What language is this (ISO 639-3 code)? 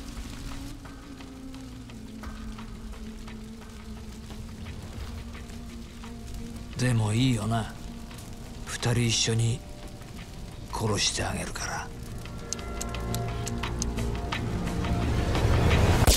jpn